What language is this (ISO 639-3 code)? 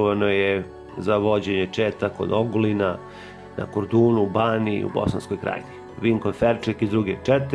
srp